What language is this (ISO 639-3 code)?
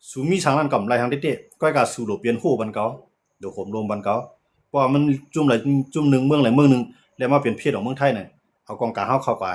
shn